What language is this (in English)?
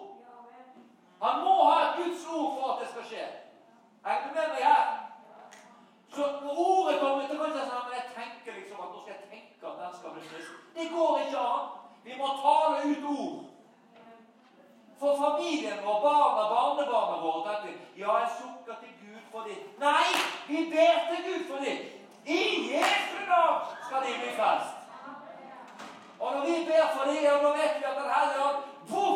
Norwegian